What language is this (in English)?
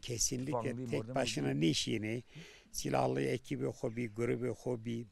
Zaza